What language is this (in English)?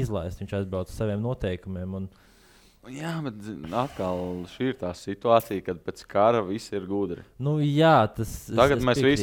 Latvian